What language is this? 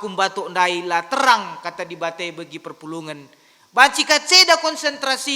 Batak Karo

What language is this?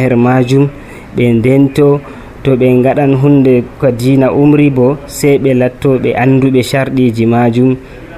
Nigerian Fulfulde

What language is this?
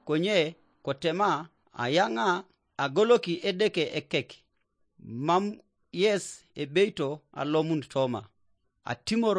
Teso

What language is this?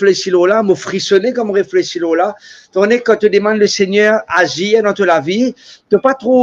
Morisyen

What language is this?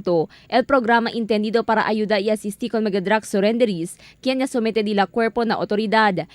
Chavacano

